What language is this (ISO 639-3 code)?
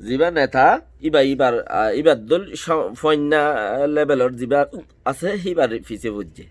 rhg